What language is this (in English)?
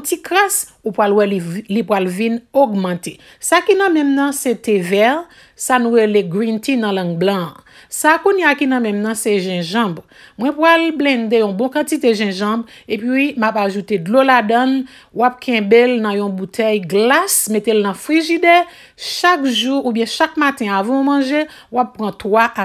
Haitian Creole